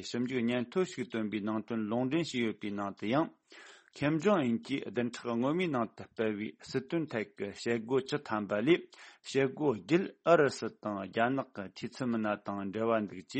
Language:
Tibetan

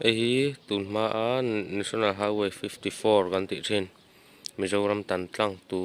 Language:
Mizo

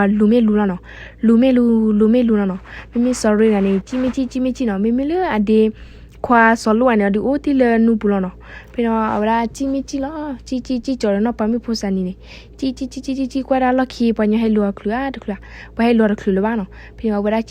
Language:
S'gaw Karen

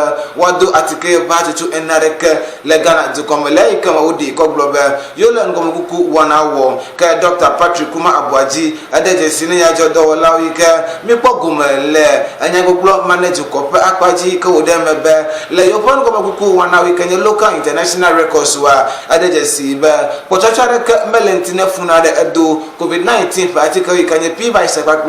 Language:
Ewe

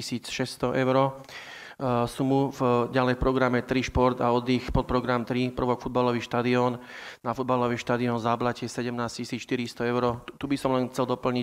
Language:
Slovak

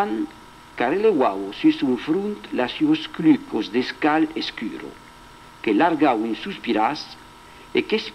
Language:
Occitan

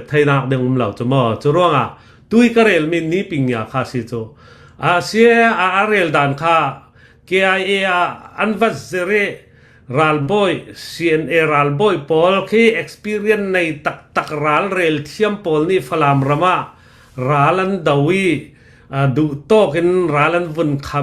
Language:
Hakha Chin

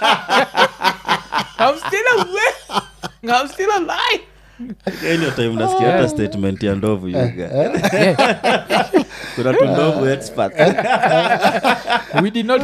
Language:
Swahili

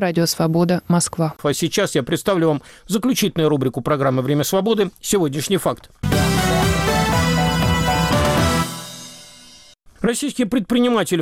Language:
Russian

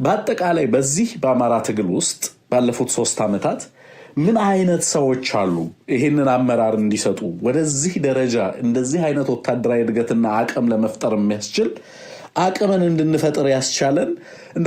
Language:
Amharic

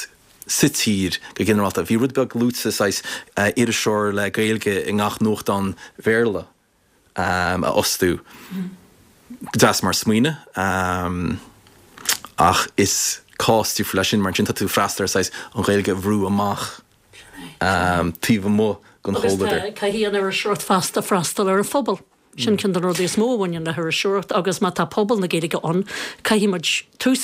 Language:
Irish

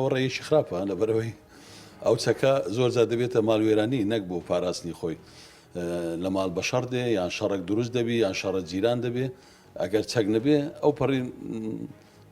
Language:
Central Kurdish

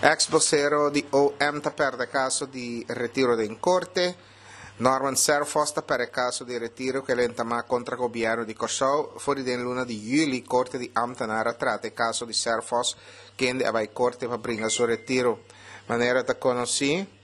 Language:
Papiamento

